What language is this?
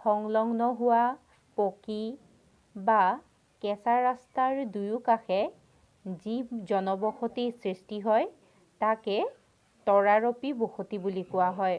Assamese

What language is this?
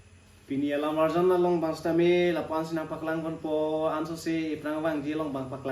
Karbi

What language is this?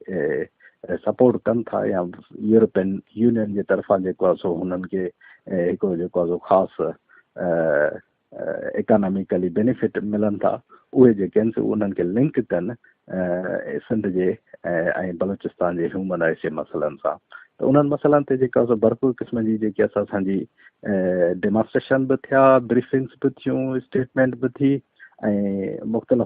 Sindhi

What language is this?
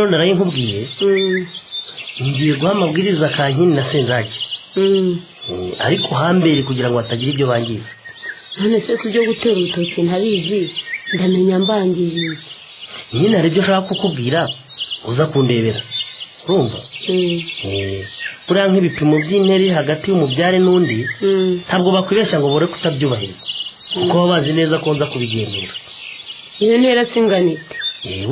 Kinyarwanda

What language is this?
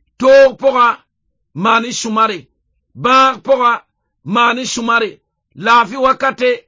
Mossi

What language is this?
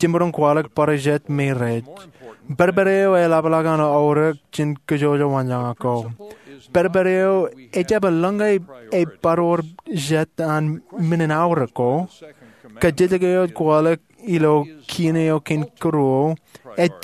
Marshallese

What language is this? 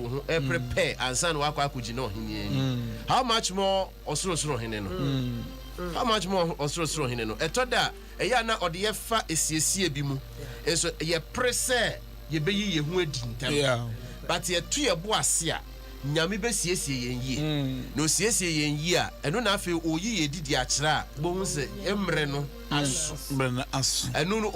Akan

